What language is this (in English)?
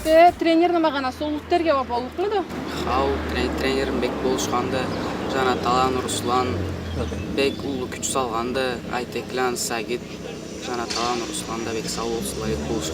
Karachay-Balkar